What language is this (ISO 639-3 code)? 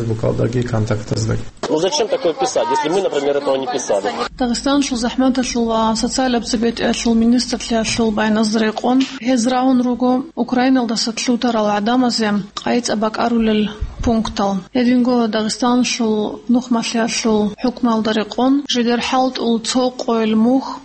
ava